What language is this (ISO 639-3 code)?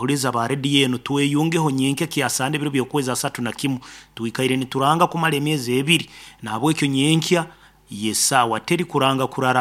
nyo